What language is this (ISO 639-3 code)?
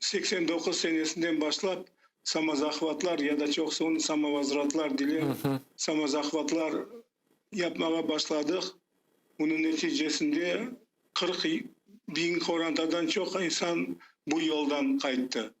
crh